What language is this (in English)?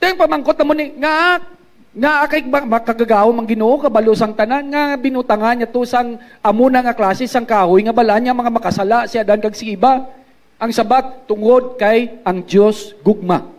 Hiligaynon